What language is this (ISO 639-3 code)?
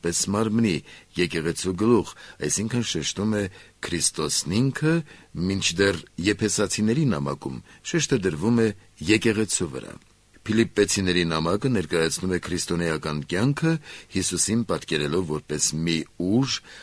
hye